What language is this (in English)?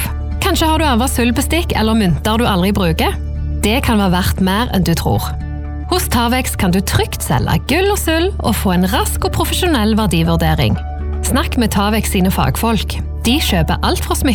Norwegian